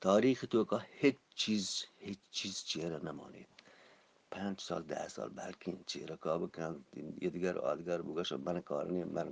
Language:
Eastern Balochi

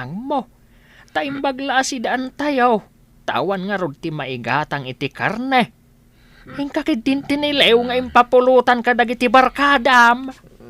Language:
Iloko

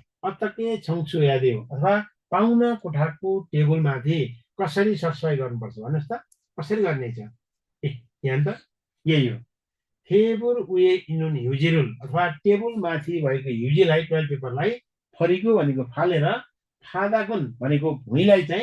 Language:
Nepali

